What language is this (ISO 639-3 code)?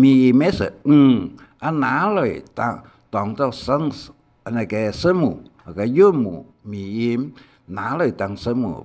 hak